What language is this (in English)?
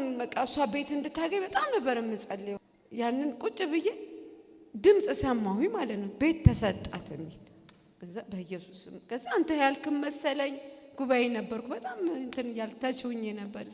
Amharic